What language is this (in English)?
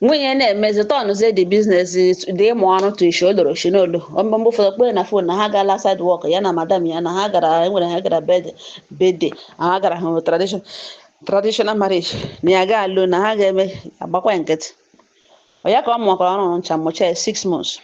Igbo